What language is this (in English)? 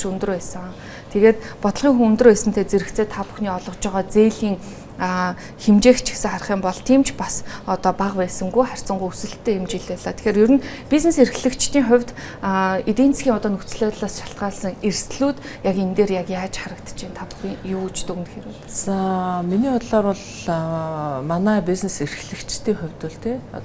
Mongolian